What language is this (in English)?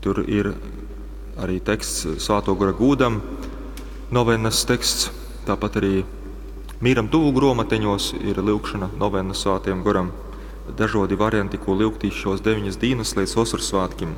Latgalian